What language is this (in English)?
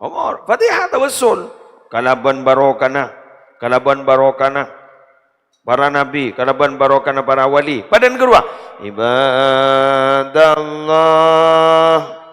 Madurese